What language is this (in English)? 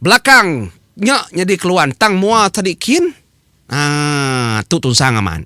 Iban